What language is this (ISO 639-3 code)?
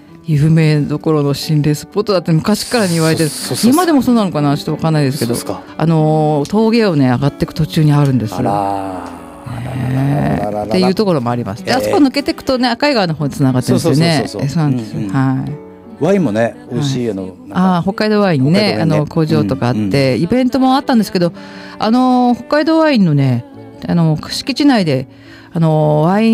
jpn